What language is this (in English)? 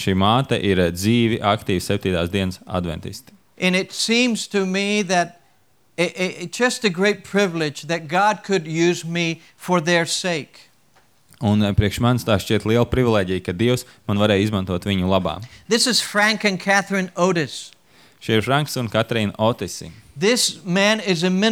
Latvian